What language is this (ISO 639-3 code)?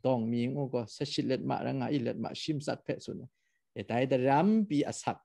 kac